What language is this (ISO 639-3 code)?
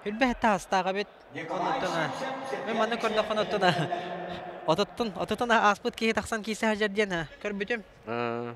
sah